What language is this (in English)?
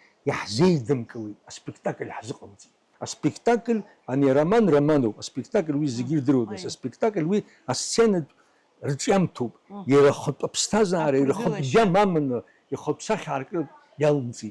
Abkhazian